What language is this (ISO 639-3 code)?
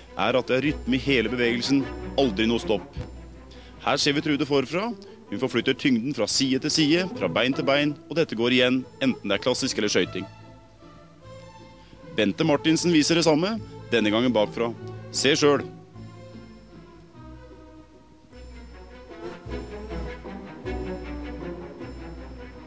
nor